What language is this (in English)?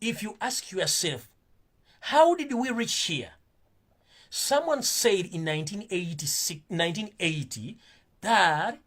Ganda